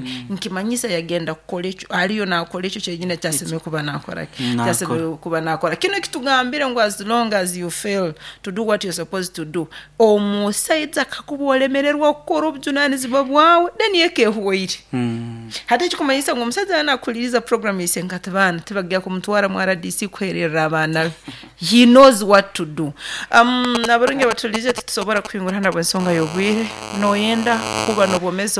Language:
Nyoro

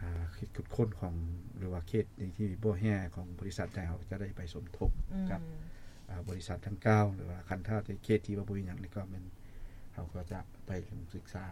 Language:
Lao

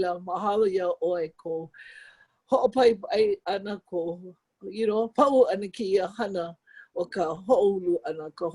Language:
Hawaiian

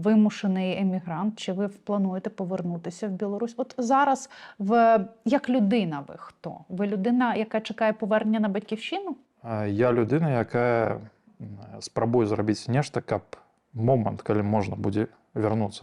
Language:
Belarusian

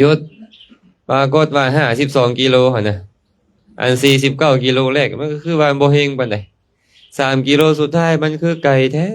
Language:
Lao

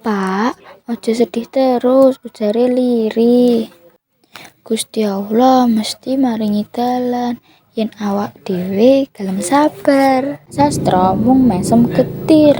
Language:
Javanese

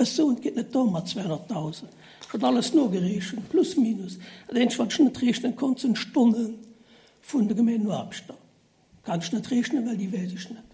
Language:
Luxembourgish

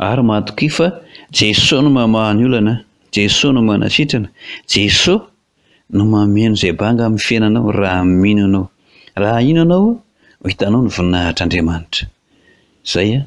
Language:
Malagasy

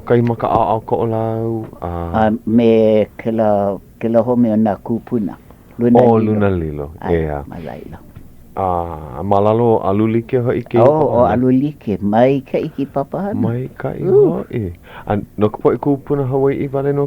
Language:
Hawaiian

